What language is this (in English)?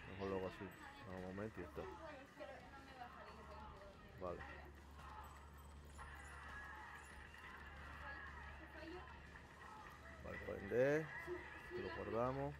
Spanish